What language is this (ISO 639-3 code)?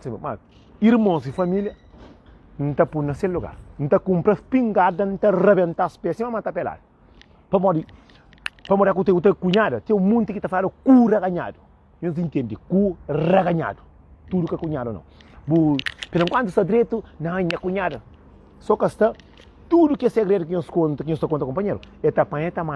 kea